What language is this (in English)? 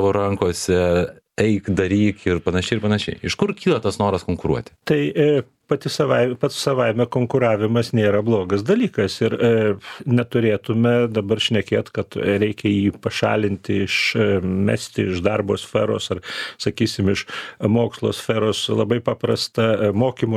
Lithuanian